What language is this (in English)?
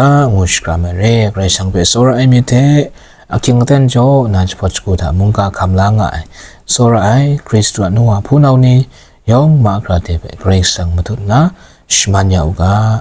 Kachin